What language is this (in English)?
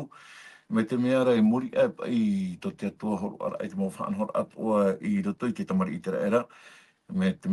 Tahitian